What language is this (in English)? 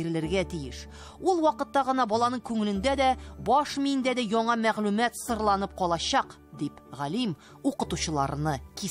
Tatar